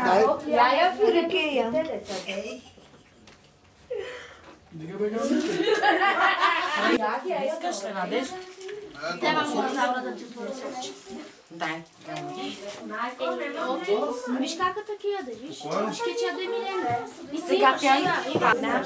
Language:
Bulgarian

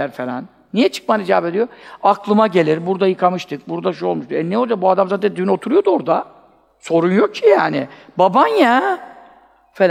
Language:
Turkish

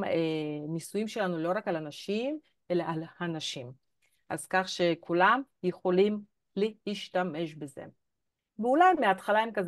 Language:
Hebrew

